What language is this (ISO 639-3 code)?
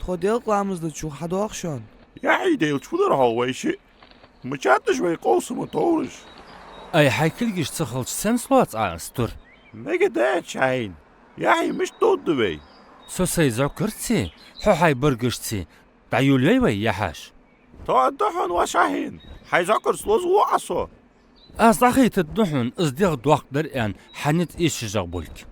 inh